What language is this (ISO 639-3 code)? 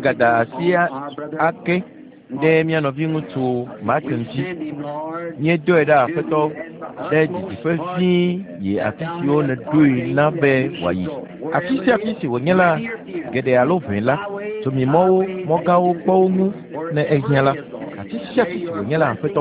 ewe